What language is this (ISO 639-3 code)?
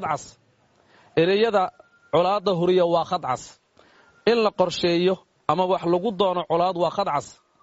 som